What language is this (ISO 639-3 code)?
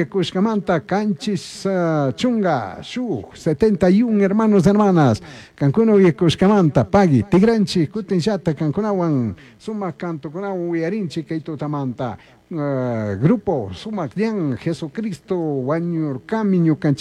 qug